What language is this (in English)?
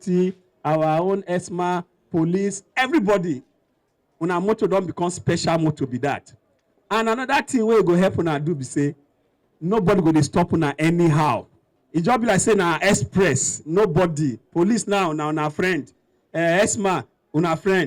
Nigerian Pidgin